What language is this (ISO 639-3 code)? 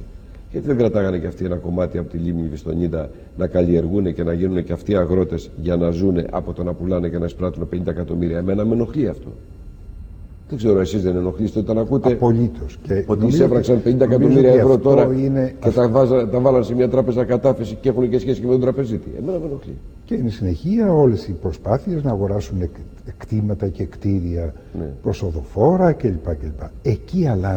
ell